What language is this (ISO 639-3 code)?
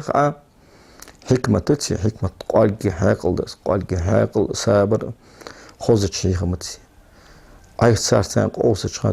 inh